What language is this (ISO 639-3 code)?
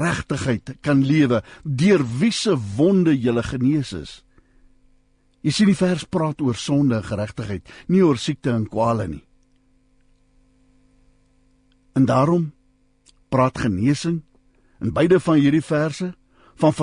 afr